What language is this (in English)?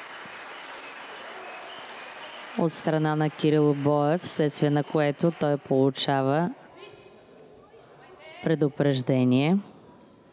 Bulgarian